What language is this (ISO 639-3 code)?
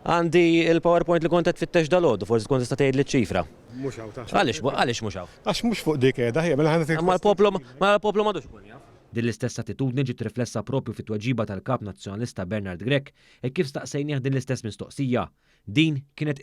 mlt